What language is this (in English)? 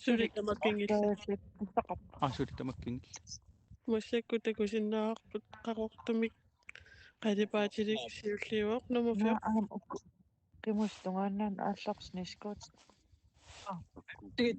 Kalaallisut